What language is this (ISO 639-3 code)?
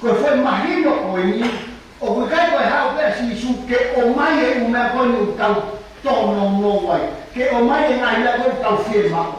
ton